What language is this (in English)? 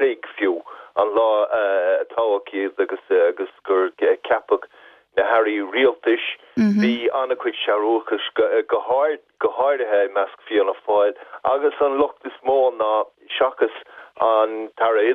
Irish